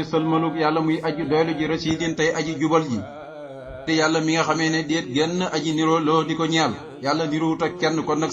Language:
Wolof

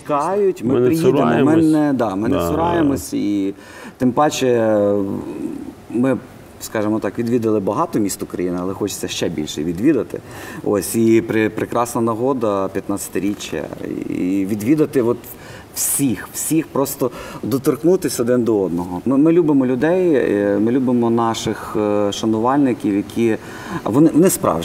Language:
Ukrainian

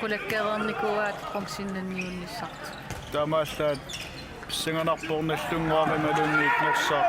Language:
Kalaallisut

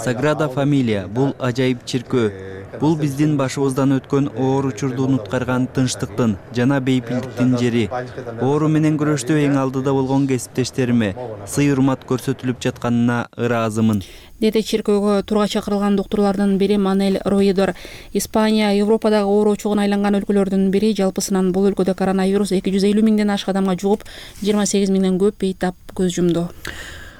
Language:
Kyrgyz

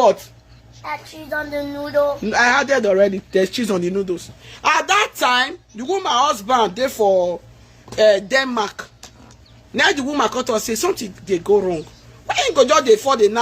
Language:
Nigerian Pidgin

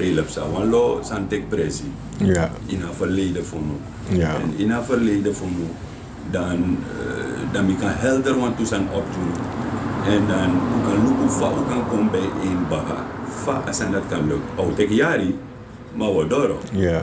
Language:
Sranan Tongo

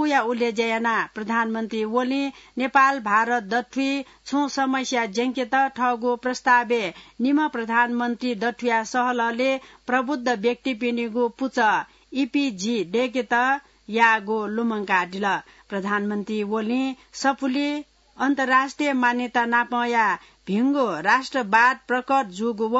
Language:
Newari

